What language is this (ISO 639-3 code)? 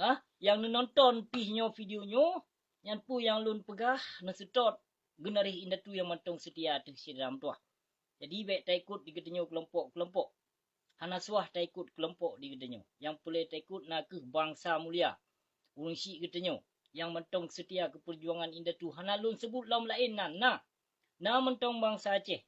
ace